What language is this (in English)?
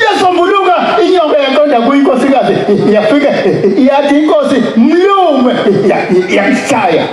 Zulu